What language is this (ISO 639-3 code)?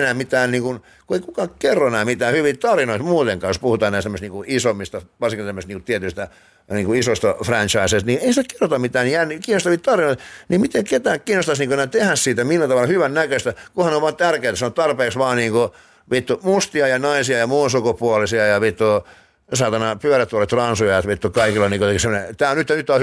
fin